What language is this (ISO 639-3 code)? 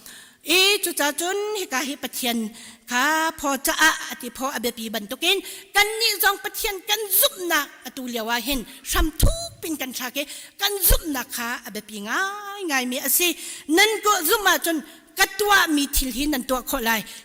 cnh